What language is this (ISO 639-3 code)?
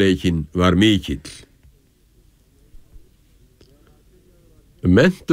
isl